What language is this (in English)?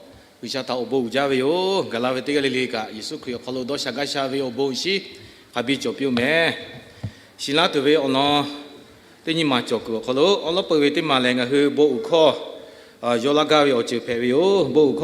Lahu